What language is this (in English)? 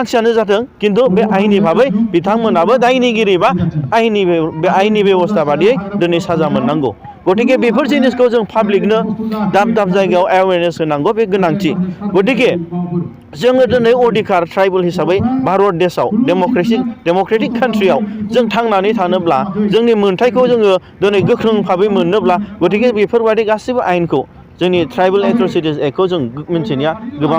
Bodo